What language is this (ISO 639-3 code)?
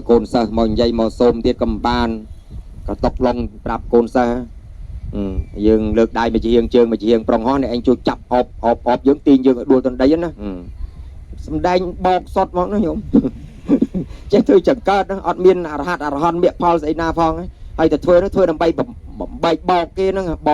khm